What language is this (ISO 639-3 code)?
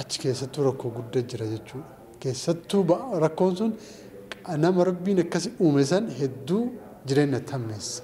orm